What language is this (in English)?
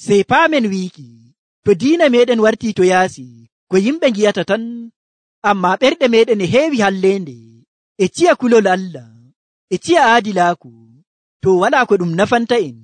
Nigerian Fulfulde